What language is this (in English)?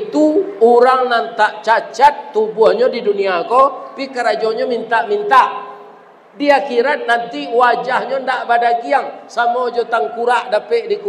Minangkabau